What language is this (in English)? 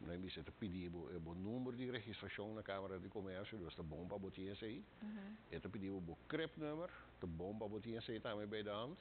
Papiamento